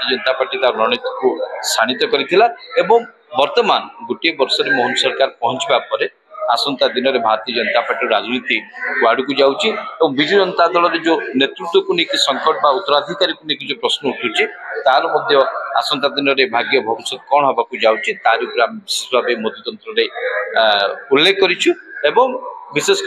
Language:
Odia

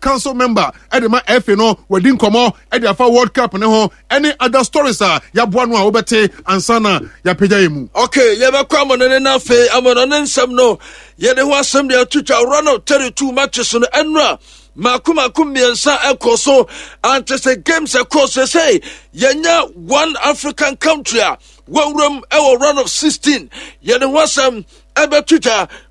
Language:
Akan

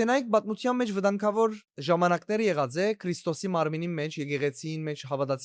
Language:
Western Armenian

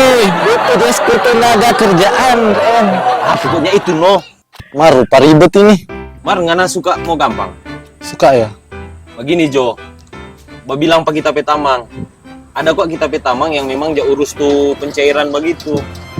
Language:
Manado Malay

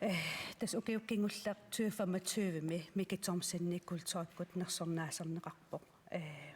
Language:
Kalaallisut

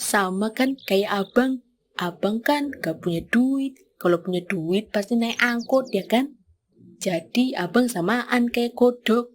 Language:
Betawi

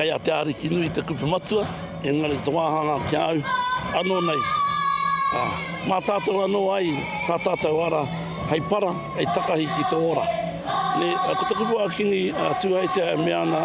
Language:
Māori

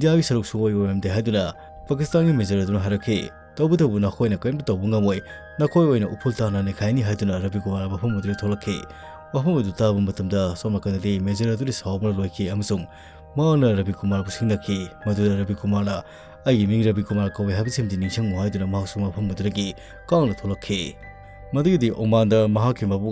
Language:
Manipuri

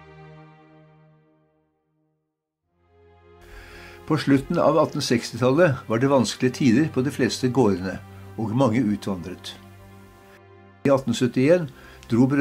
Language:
Norwegian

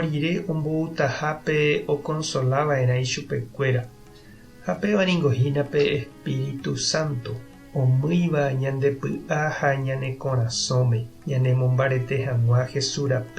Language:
Guarani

